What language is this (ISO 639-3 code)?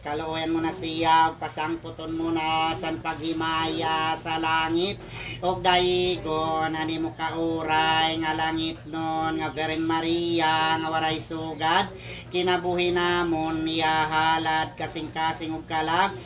war